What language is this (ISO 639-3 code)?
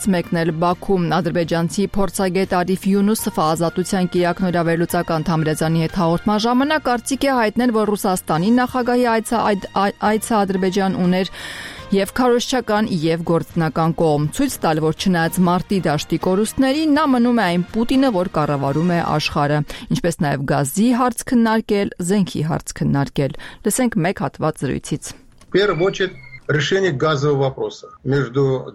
hye